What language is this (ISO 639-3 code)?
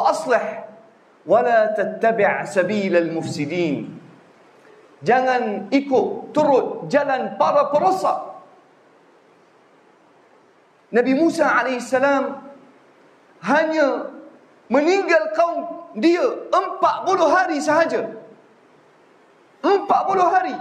msa